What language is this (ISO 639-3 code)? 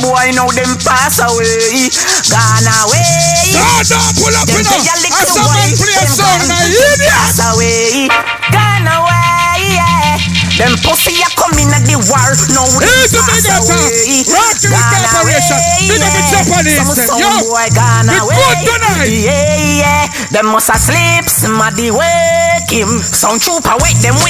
jam